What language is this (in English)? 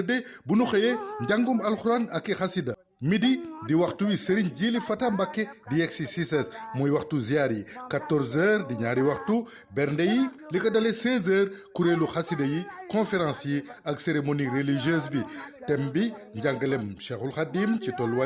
Wolof